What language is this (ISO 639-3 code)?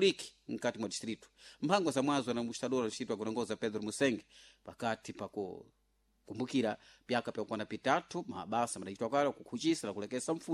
seh